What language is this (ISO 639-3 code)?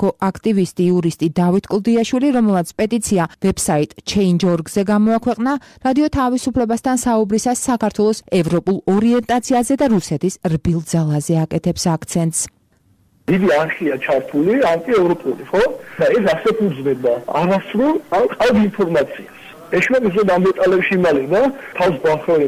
kat